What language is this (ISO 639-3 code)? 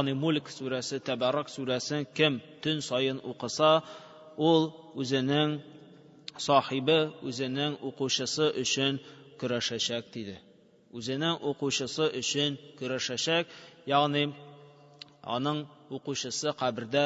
tat